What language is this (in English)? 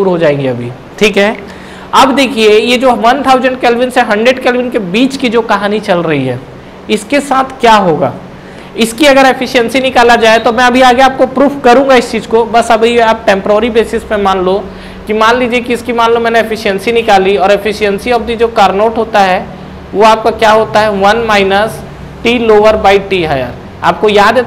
Hindi